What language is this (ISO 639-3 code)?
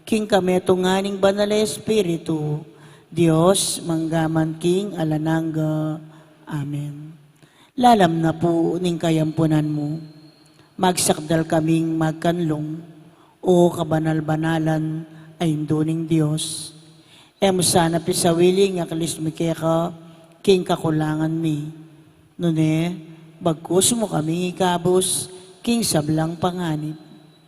pam